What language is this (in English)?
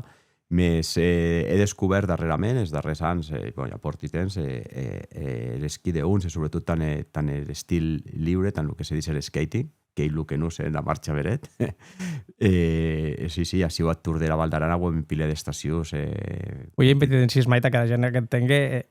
Occitan